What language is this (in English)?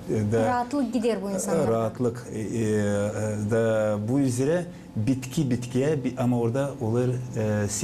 Gagauz